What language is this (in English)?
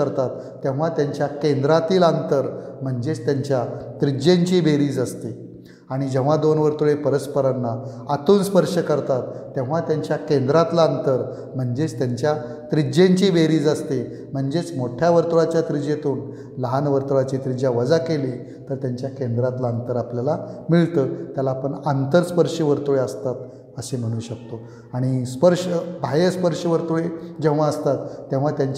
Marathi